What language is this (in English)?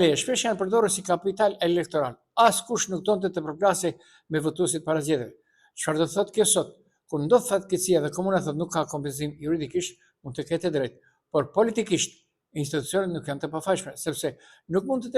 Albanian